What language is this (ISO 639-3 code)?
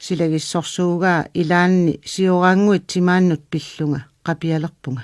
kal